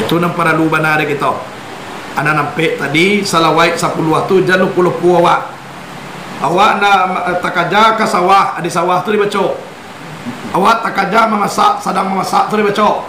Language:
Minangkabau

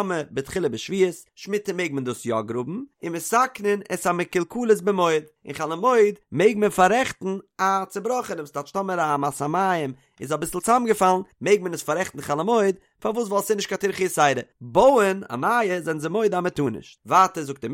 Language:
Yiddish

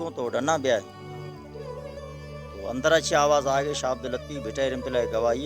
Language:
Baluchi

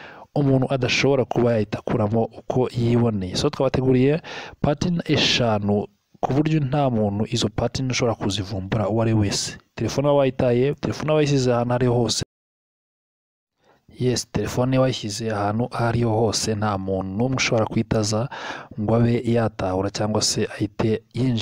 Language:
Kinyarwanda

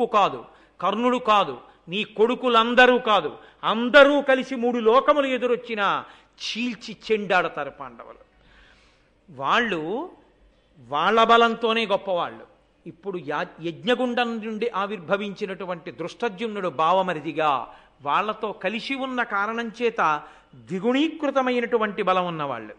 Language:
Telugu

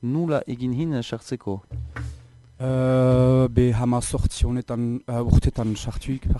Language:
Basque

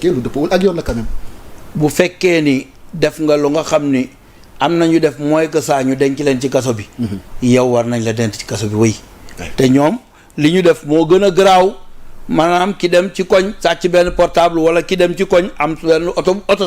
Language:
Wolof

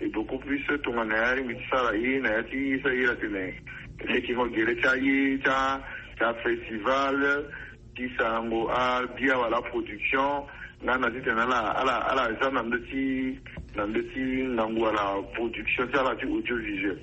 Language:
Sango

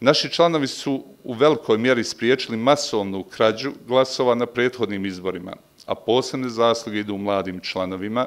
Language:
Bosnian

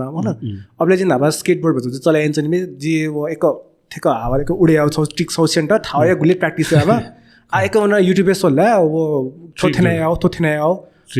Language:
Newari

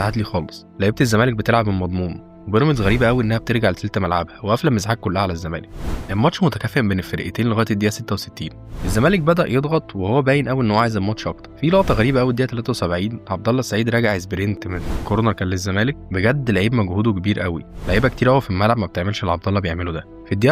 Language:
Egyptian Arabic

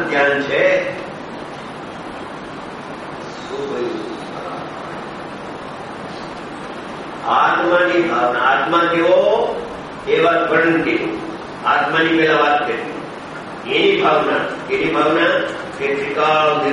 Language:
Gujarati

